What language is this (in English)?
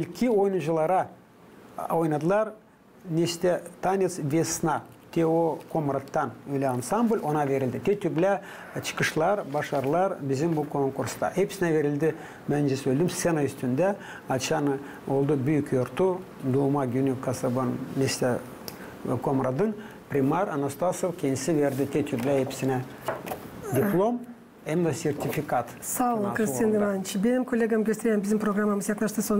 Gagauz